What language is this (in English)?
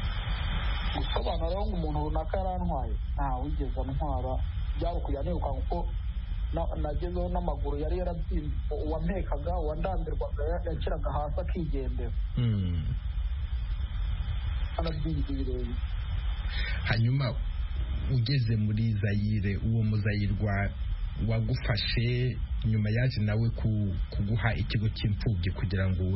Kinyarwanda